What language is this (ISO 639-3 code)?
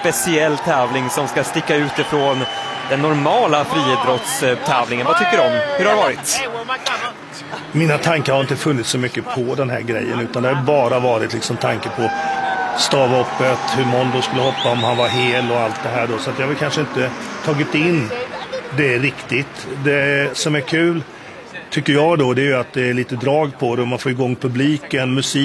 swe